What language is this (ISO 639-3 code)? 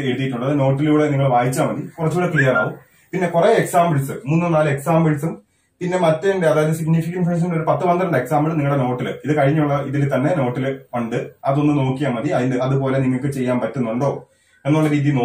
mal